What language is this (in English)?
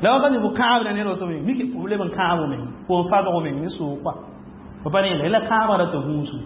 Mossi